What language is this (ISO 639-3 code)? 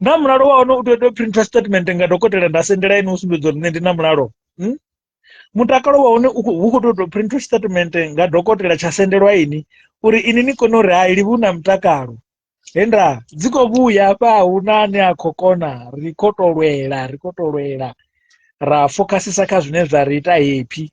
ven